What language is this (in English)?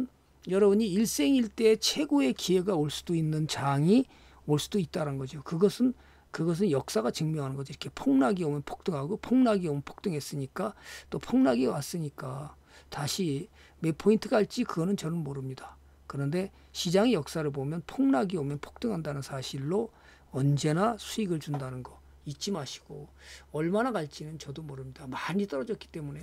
Korean